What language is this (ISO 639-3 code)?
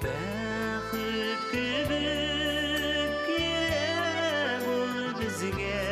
bak